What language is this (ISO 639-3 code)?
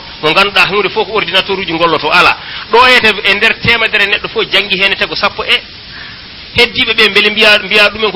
ful